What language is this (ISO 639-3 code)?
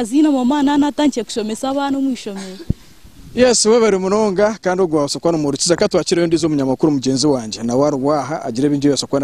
nyn